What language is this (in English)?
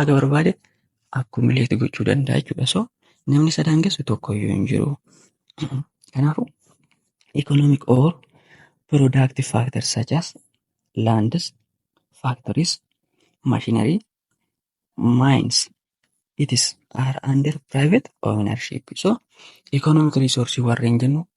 Oromo